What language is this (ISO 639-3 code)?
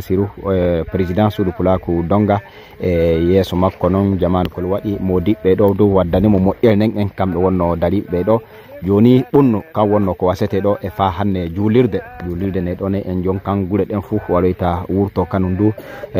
ful